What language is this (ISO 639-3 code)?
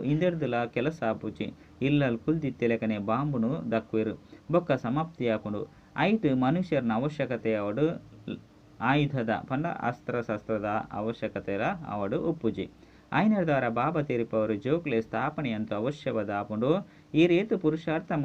tcy